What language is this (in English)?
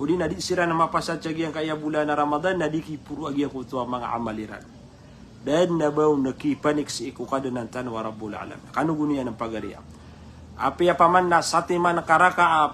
Maranao